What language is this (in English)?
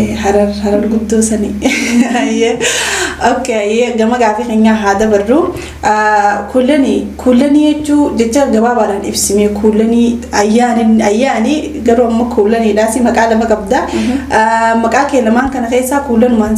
Oromo